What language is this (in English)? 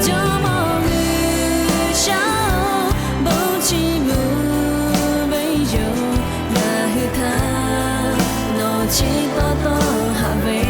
Lahu